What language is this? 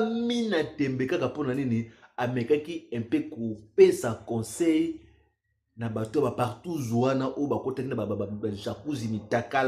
Lingala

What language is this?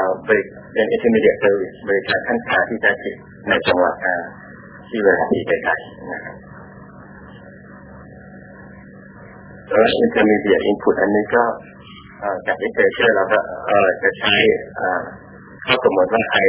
Thai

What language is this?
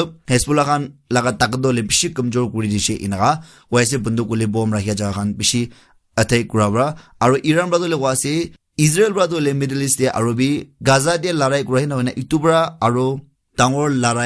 Naga Pidgin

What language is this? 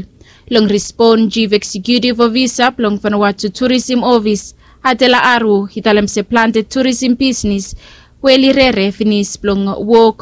Bislama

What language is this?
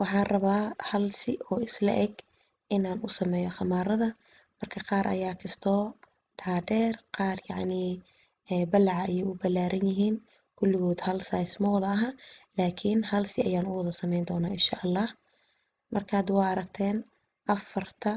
Somali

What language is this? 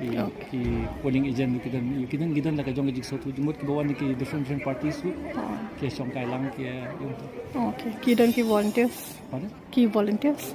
Khasi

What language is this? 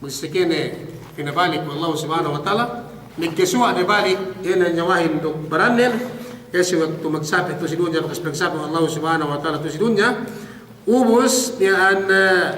Yakan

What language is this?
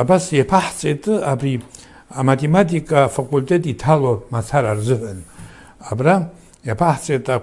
Abkhazian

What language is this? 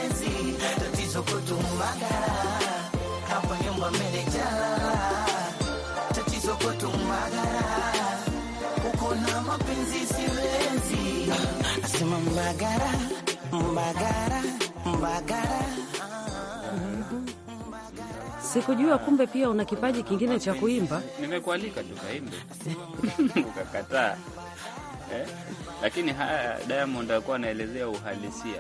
Swahili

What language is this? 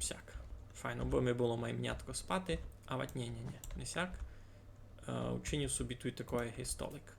Rusyn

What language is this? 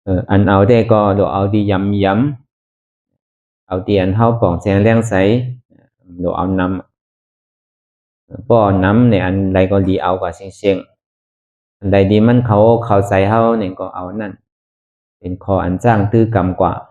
Shan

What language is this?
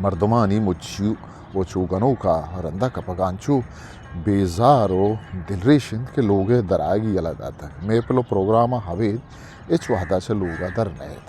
Eastern Balochi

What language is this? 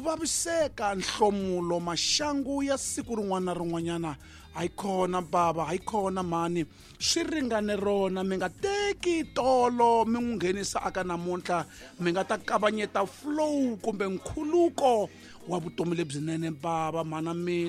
Tsonga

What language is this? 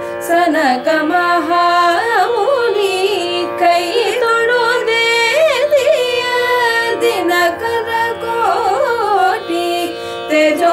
Tamil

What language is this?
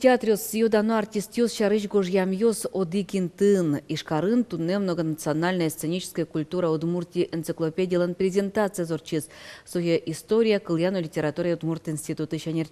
Udmurt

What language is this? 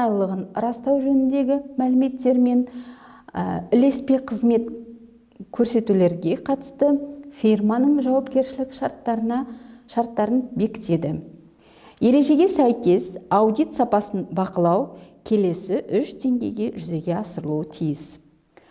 Kazakh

